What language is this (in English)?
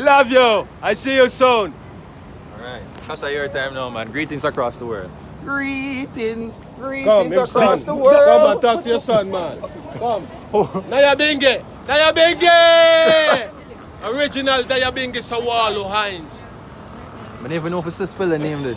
Jamaican Creole English